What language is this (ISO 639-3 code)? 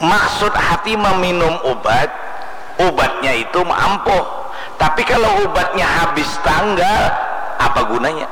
bjn